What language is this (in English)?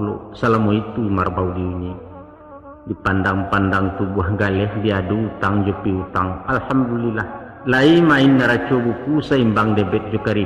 Minangkabau